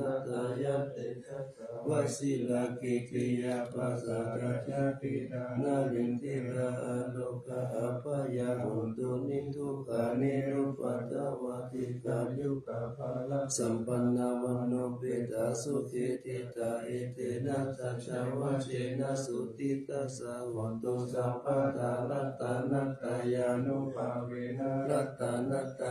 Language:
Pali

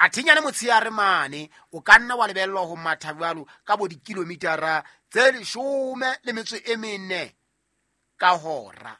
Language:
Southern Sotho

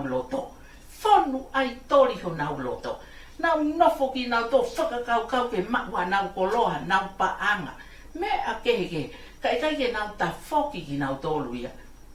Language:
Tongan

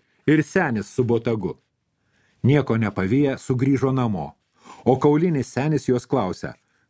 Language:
Lithuanian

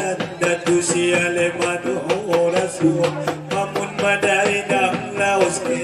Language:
Batak Angkola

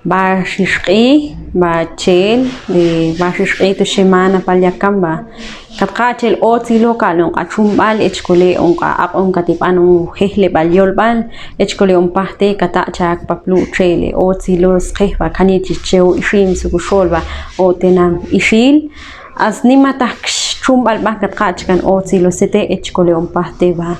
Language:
Ixil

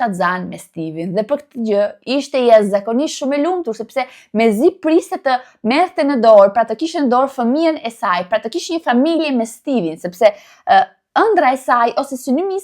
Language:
Albanian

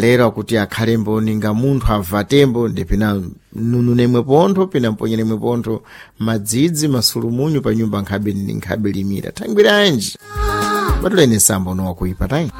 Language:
Sena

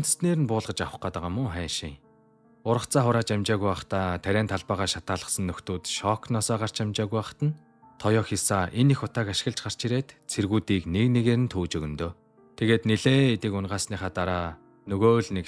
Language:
Mongolian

